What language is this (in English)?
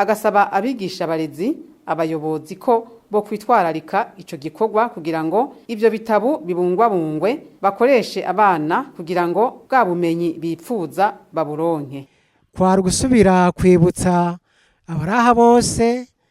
Rundi